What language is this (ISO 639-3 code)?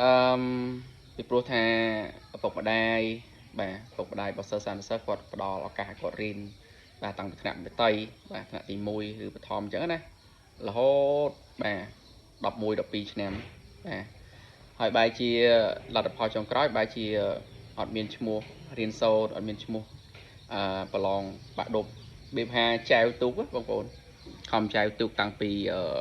khm